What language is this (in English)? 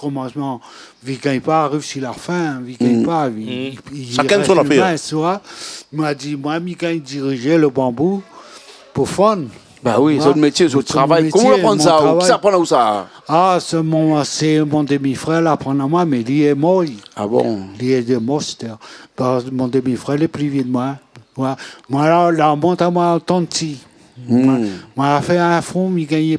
Réunion Creole French